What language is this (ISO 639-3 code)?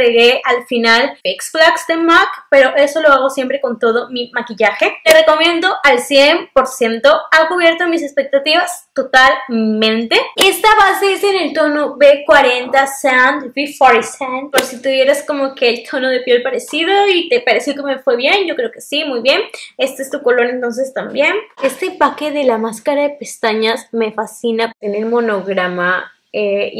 spa